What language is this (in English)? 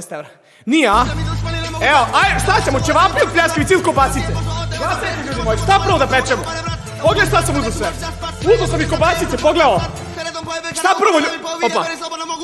Serbian